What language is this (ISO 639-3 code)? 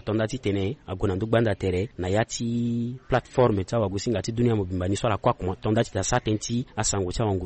sag